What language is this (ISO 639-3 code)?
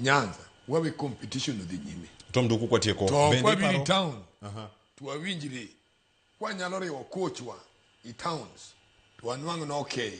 luo